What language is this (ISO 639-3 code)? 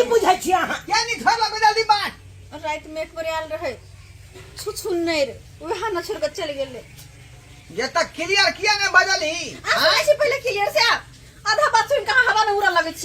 mai